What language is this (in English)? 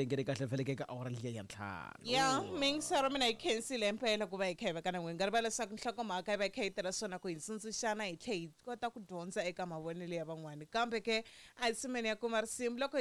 Tsonga